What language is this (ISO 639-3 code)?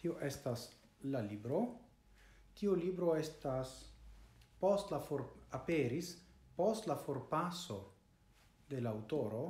epo